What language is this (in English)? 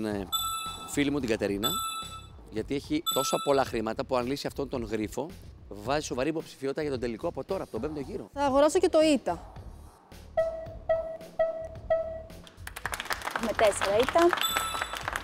Greek